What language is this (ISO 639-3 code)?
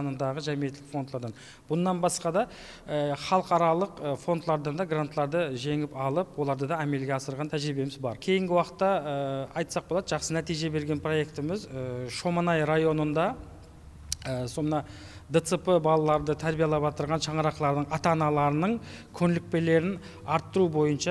kaa